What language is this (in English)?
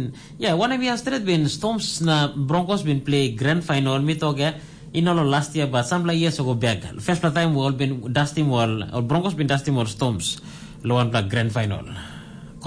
Tok Pisin